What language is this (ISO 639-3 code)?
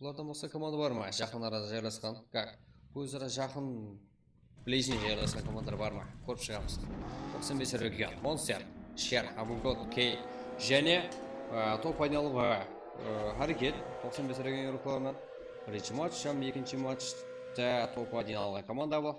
kaa